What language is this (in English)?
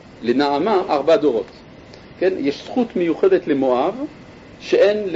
Hebrew